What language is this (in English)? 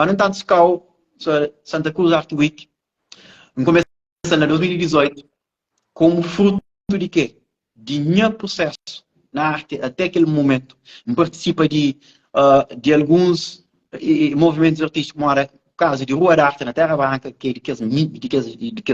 Kabuverdianu